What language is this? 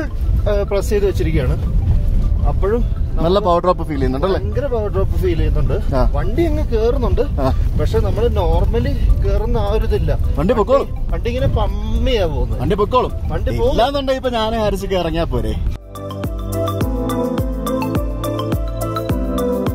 Malayalam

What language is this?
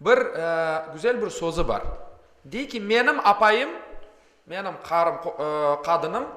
Crimean Tatar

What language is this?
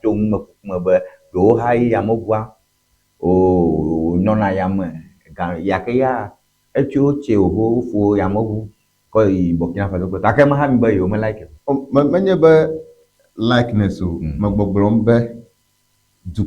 Ewe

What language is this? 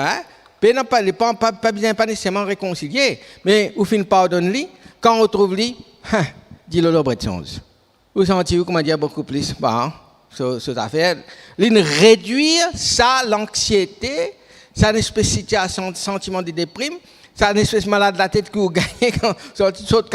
Morisyen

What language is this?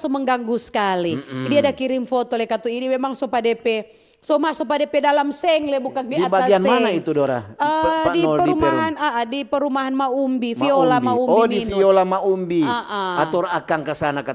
Manado Malay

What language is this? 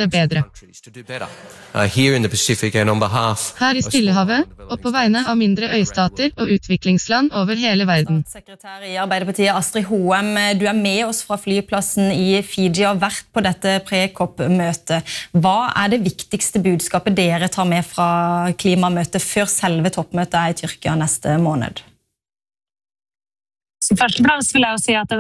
Norwegian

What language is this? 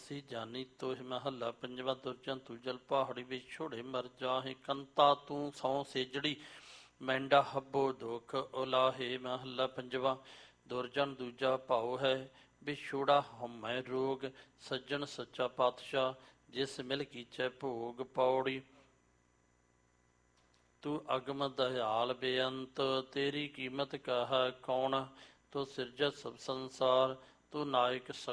Punjabi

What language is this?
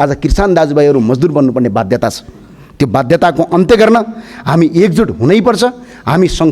Nepali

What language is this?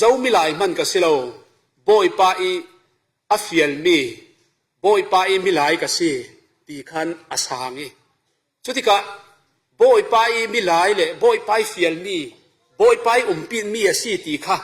Falam Chin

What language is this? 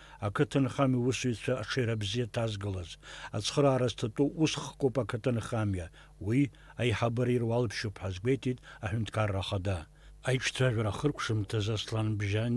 Abkhazian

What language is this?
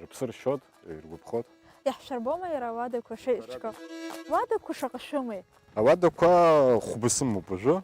Abkhazian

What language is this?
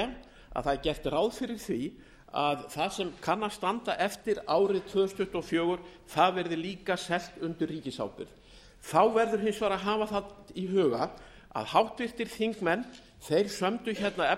Icelandic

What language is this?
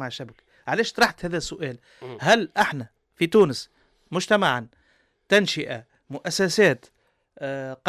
Tunisian Arabic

